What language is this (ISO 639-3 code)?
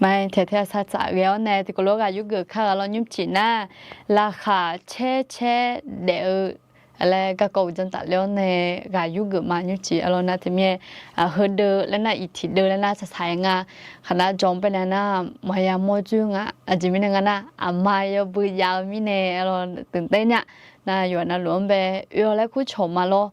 ahk